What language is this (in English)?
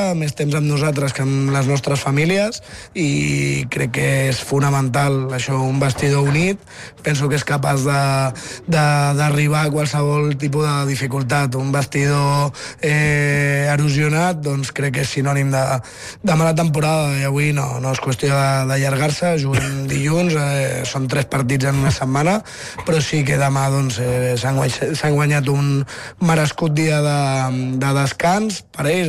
Catalan